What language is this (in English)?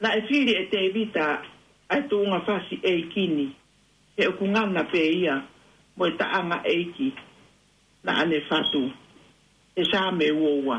Tongan